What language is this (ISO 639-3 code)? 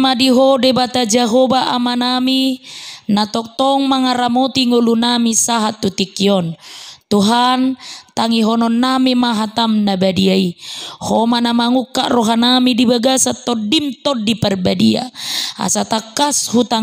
bbc